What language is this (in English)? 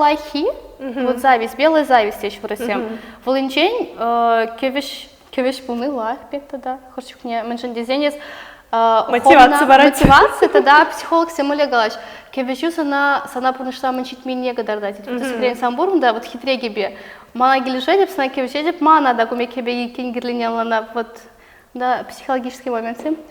Chuvash